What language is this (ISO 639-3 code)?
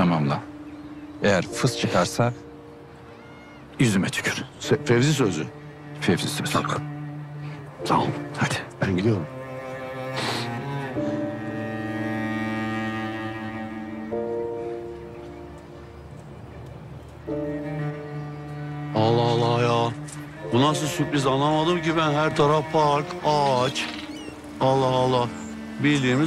tur